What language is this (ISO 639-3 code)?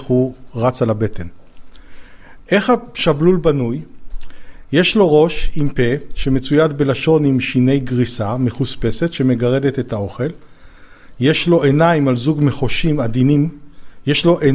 heb